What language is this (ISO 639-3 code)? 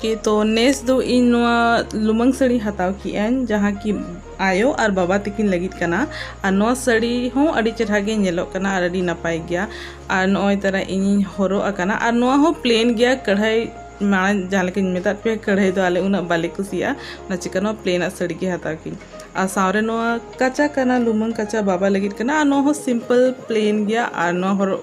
sat